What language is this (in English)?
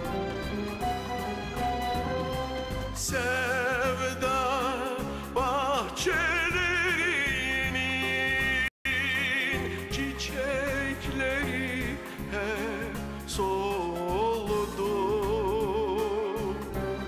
Turkish